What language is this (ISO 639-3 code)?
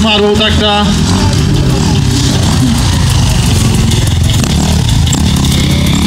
ces